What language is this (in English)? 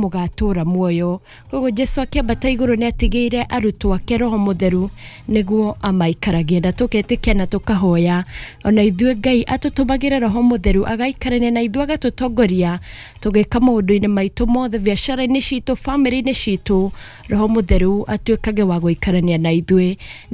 Kikuyu